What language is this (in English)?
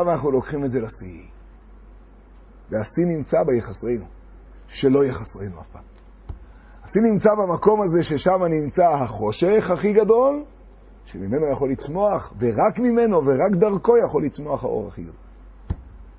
Hebrew